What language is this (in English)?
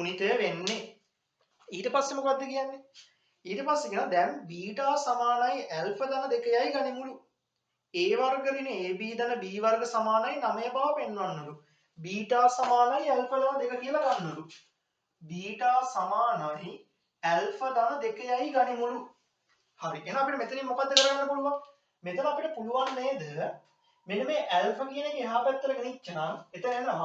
Sinhala